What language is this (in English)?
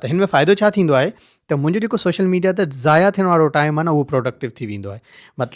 Sindhi